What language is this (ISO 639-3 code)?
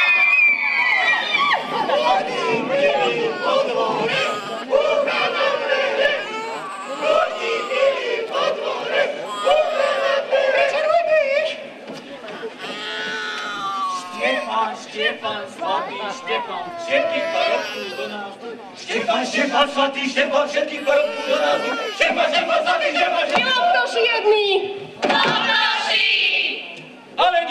slk